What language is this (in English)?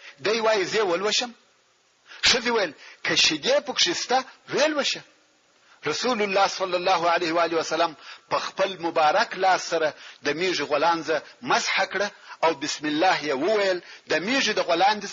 Pashto